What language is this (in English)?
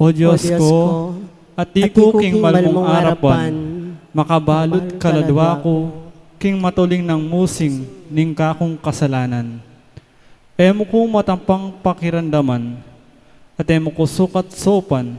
Pampanga